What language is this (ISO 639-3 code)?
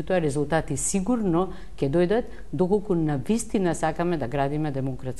mkd